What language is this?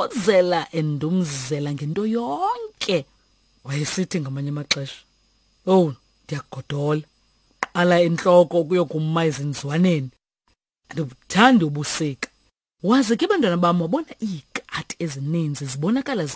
Xhosa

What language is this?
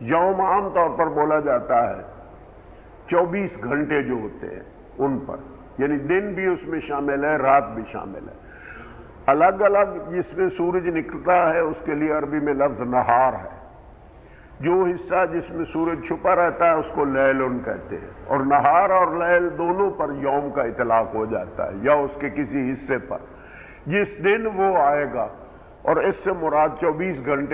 Urdu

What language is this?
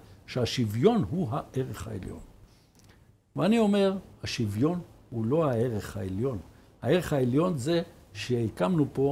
Hebrew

